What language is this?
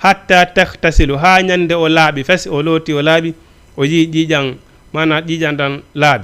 Fula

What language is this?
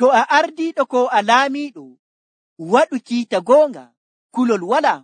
Nigerian Fulfulde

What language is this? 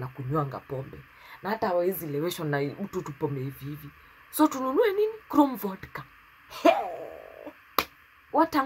Swahili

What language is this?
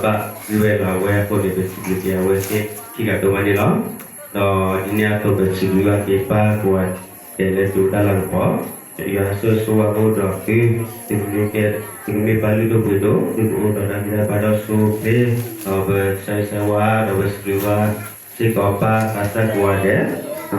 S'gaw Karen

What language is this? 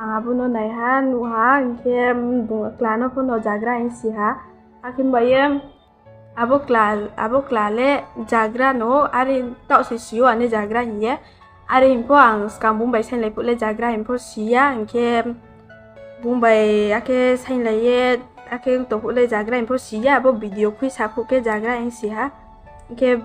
Riang (India)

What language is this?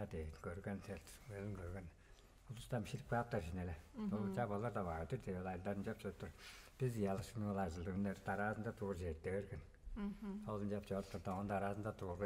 Tuvinian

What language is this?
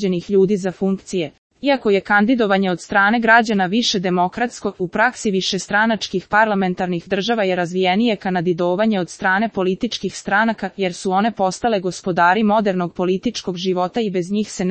Serbian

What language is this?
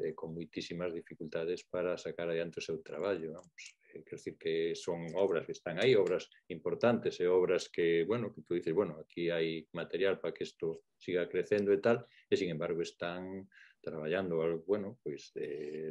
Galician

